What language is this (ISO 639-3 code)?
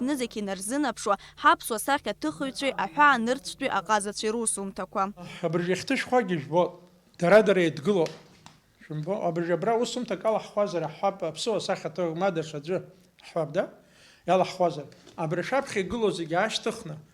abk